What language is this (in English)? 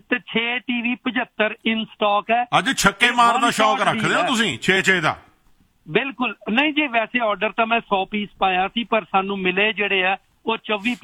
Punjabi